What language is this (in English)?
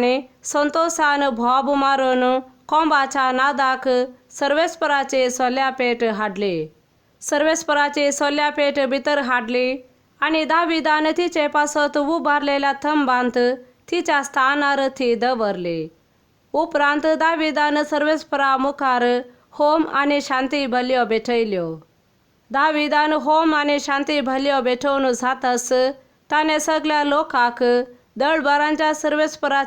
Konkani